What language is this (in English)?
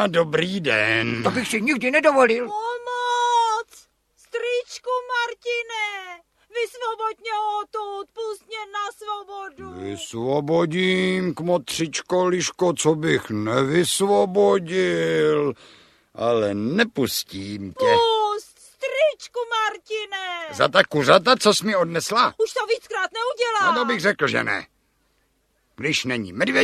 Czech